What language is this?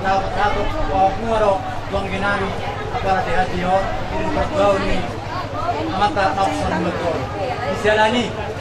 Batak Toba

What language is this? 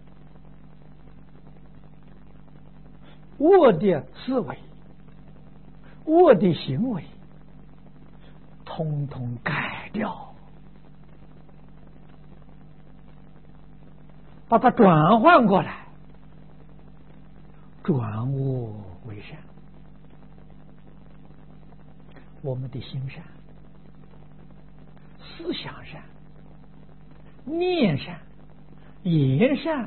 Chinese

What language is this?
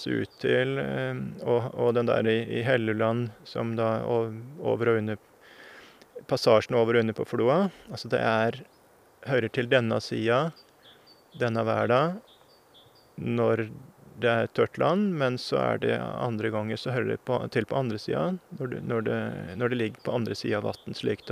Norwegian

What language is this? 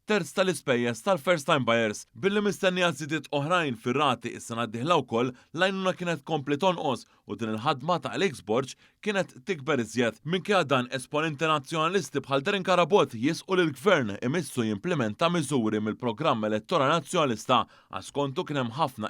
Maltese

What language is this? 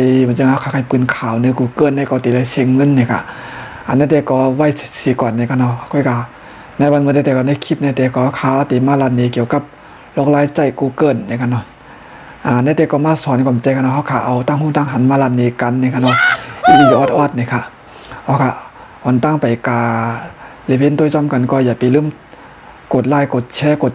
Shan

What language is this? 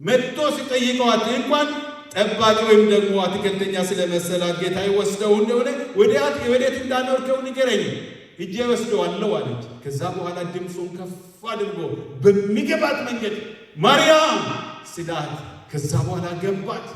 Amharic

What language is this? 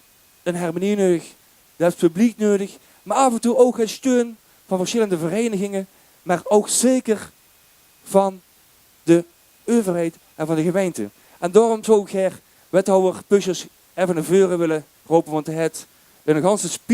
Limburgish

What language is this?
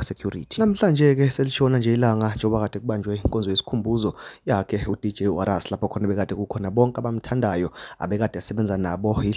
Zulu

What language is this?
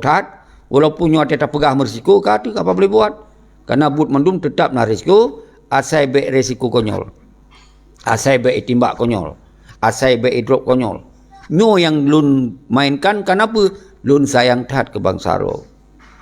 Achinese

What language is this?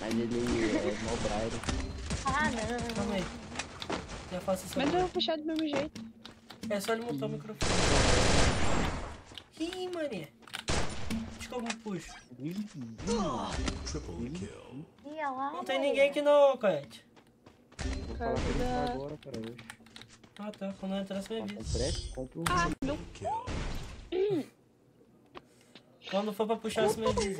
Portuguese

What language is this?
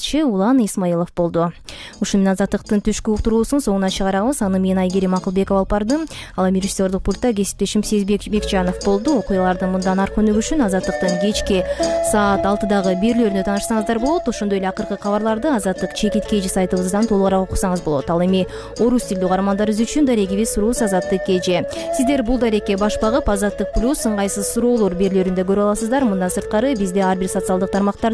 Kyrgyz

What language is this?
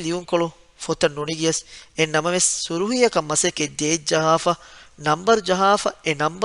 Divehi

